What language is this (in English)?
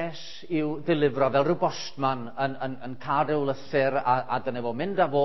Welsh